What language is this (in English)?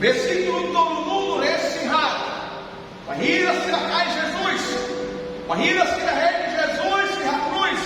Tetum